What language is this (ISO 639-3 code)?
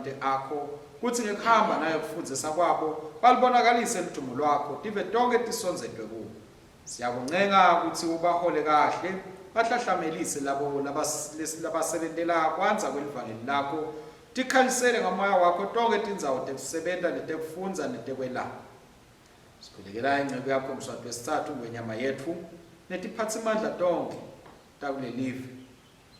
ssw